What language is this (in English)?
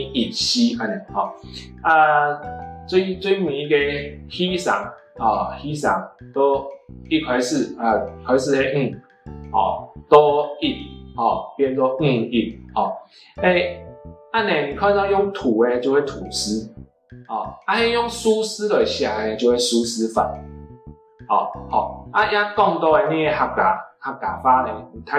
Hakka Chinese